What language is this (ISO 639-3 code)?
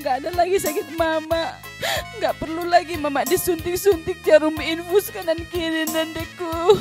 btx